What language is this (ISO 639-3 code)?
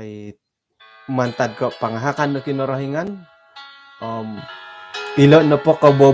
dtp